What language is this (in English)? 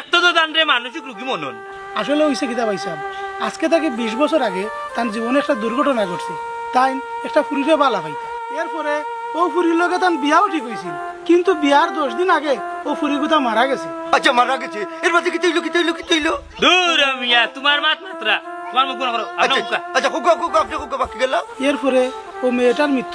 Sylheti